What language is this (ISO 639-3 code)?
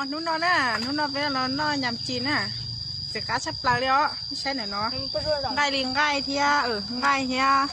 hmn